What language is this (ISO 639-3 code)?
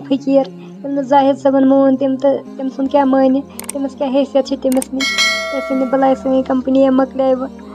kas